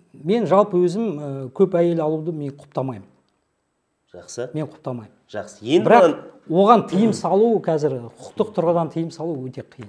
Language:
Kazakh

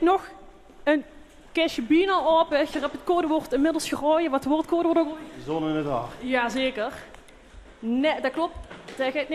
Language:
Limburgish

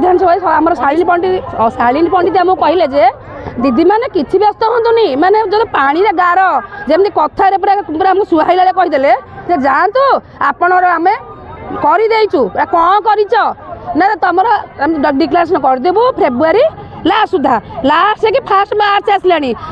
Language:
Odia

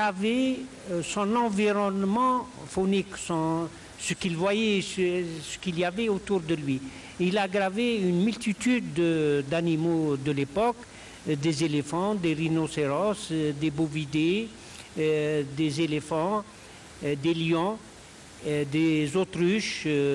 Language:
French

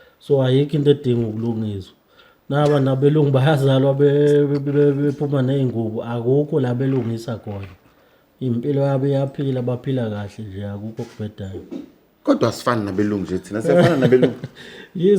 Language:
Zulu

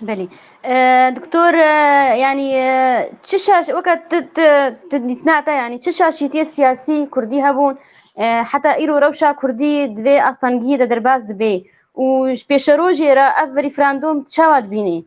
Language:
Kurdish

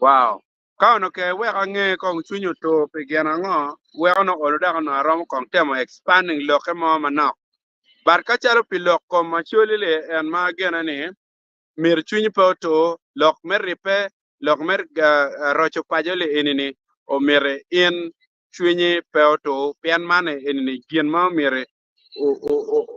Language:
Acoli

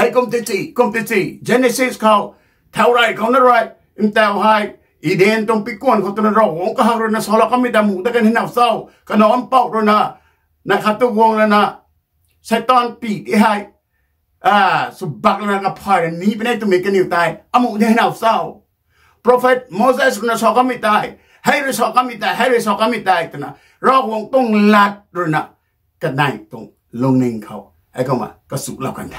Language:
Rongmei Naga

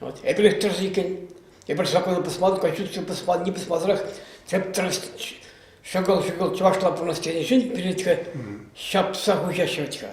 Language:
Chuvash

